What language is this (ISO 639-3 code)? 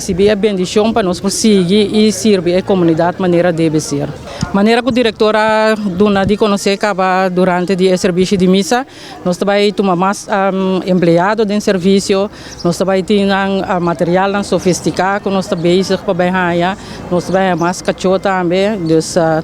pap